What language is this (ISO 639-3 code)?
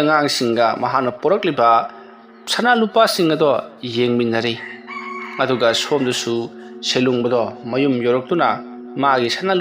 mni